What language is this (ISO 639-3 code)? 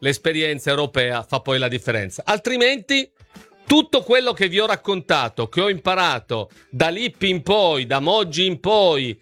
ita